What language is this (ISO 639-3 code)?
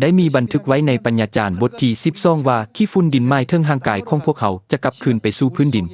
lao